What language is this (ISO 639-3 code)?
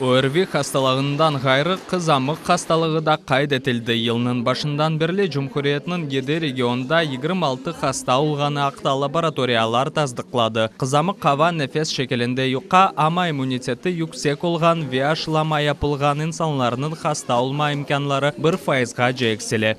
crh